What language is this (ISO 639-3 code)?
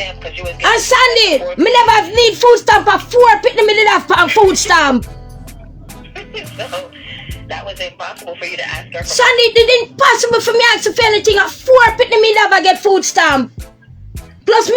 jam